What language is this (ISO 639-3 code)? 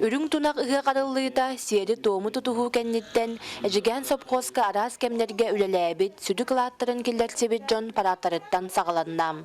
sah